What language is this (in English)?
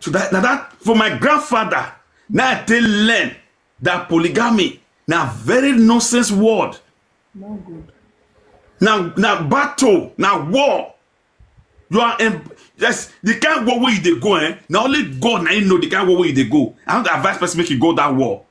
Nigerian Pidgin